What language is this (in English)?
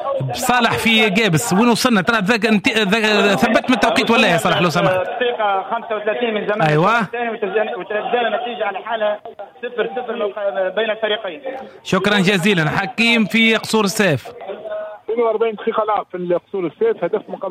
Tunisian Arabic